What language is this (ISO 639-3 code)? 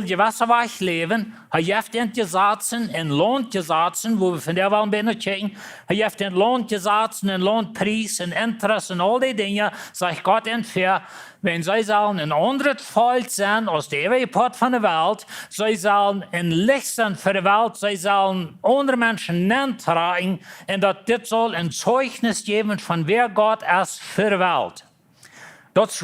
pdt